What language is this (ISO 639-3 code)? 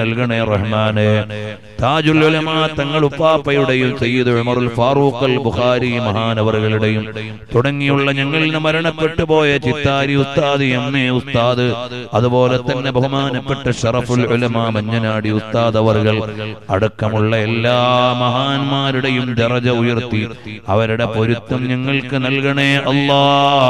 mal